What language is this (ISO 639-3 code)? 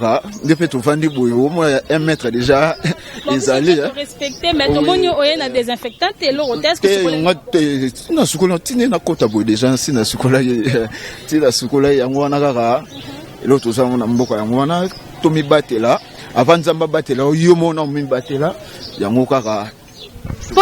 lin